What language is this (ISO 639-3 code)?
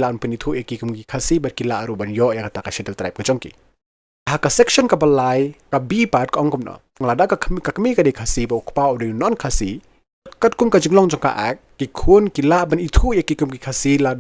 kha